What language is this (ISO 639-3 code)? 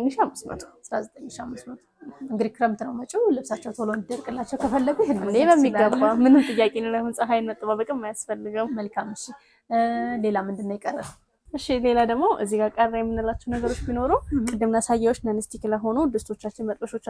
amh